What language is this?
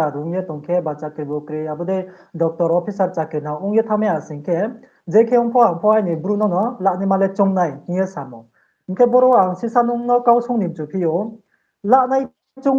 Riang (India)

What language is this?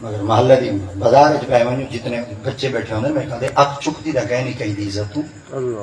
Saraiki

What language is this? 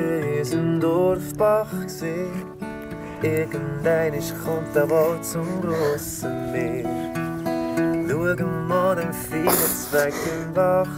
Swiss German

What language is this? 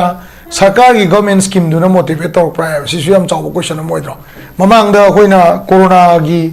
Manipuri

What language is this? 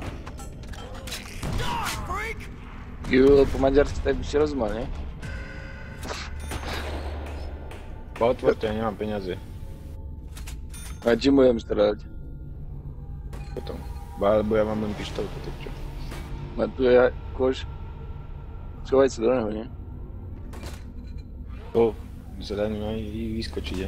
Slovak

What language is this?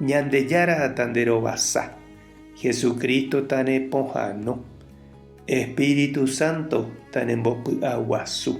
Guarani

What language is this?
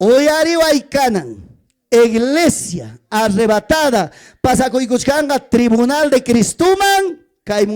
Ayacucho Quechua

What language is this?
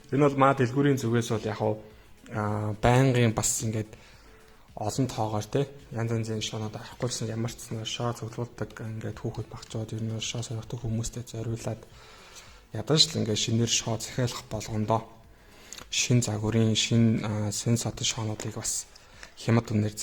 Mongolian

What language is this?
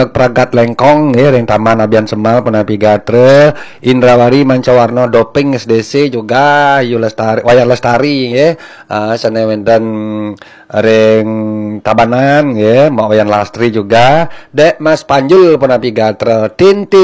Balinese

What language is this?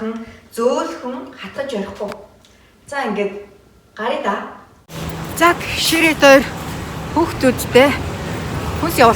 Mongolian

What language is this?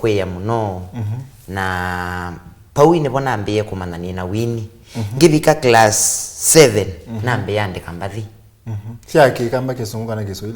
Kamba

